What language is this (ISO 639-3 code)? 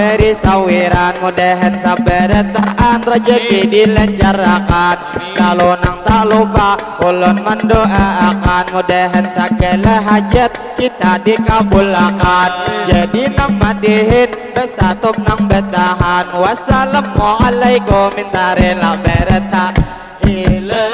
bjn